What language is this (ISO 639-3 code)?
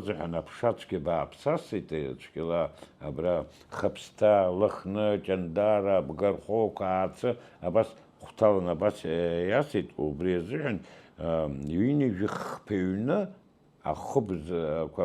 abk